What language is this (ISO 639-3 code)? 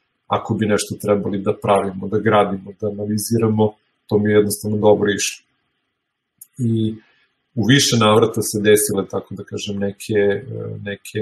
srp